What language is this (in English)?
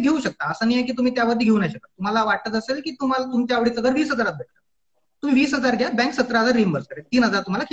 Marathi